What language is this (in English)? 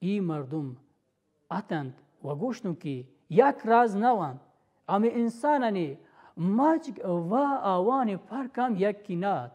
Baluchi